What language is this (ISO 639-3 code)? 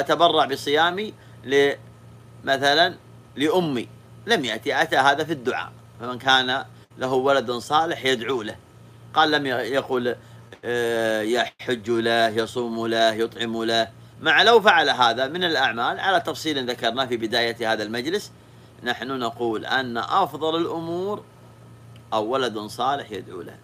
ara